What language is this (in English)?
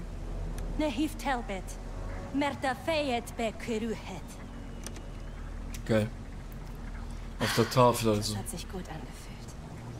German